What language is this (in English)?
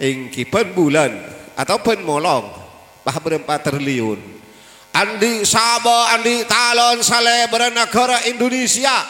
Madurese